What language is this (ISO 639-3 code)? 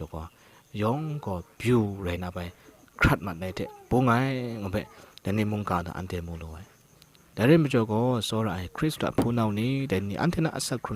kac